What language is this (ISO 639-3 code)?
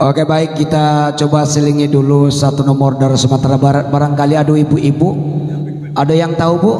min